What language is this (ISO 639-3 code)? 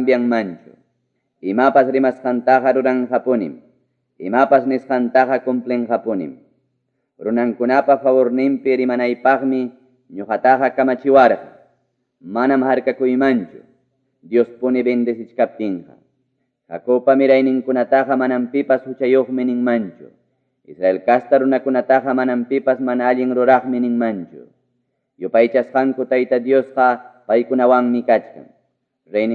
quy